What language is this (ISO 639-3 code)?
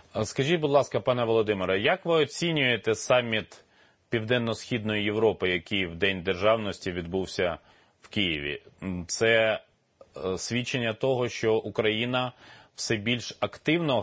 ukr